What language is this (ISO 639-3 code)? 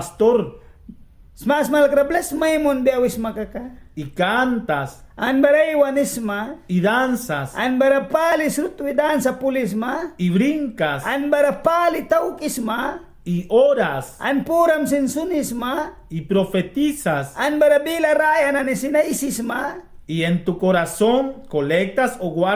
miq